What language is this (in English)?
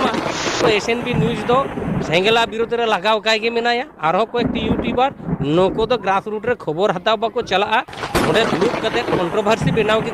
Santali